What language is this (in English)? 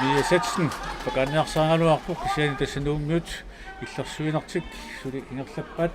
Kalaallisut